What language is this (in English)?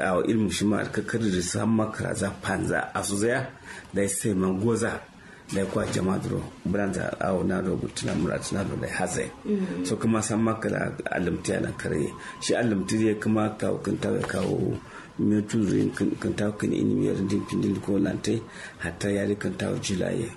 Kanuri